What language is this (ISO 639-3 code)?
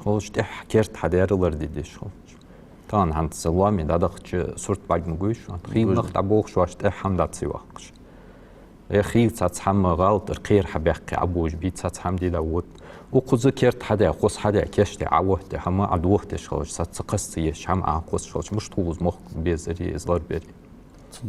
inh